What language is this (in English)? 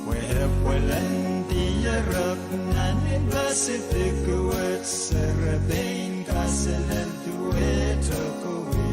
Pohnpeian